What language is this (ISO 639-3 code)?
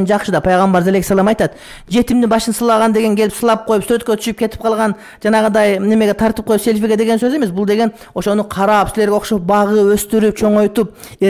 kir